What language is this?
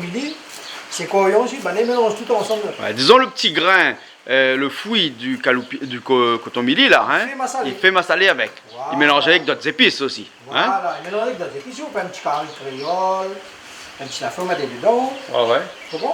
Réunion Creole French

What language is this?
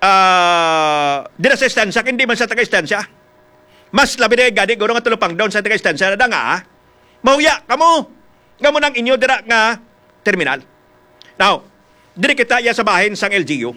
Hiligaynon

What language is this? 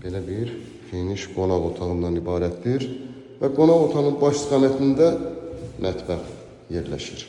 Azerbaijani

